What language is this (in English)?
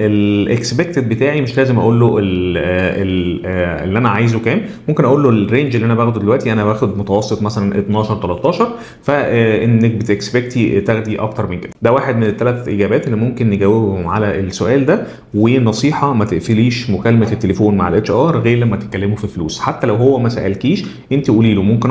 Egyptian Arabic